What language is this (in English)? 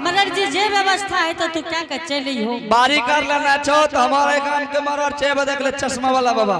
Angika